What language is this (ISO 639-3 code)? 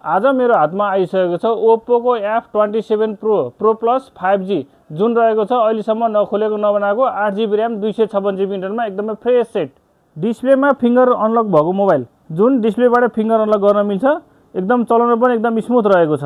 nep